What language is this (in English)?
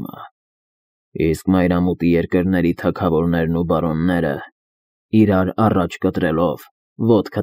Armenian